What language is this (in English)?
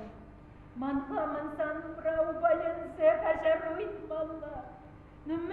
Chuvash